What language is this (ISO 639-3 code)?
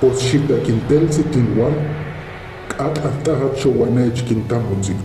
hus